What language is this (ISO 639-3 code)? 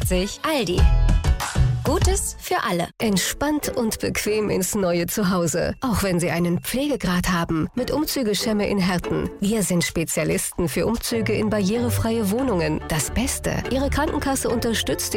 deu